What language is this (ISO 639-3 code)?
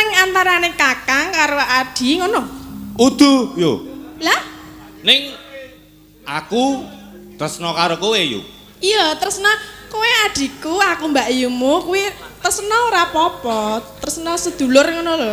jav